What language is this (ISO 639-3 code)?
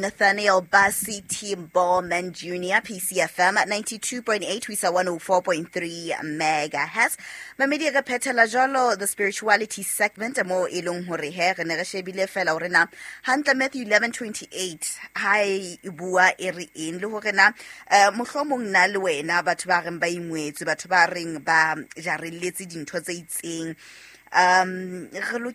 sot